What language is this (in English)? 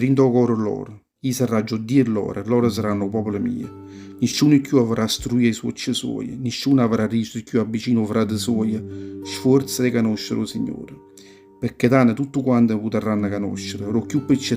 Neapolitan